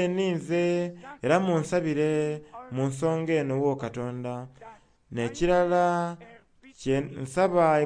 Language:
Soga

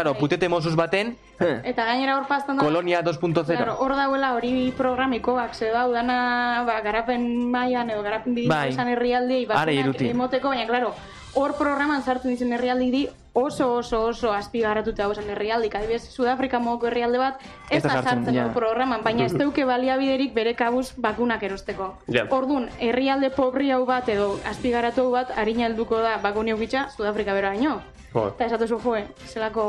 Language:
Basque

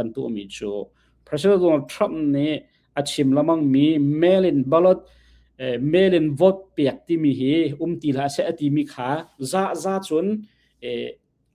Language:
Hakha Chin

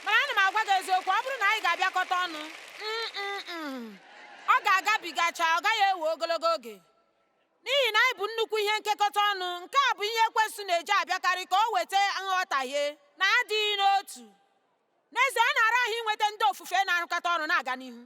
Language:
Igbo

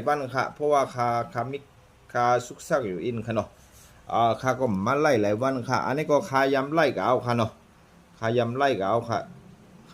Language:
Shan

